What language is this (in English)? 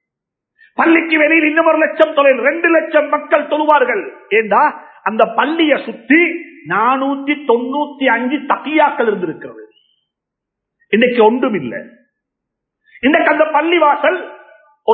Tamil